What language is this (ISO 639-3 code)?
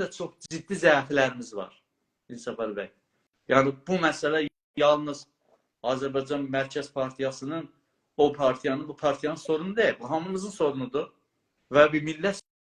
azb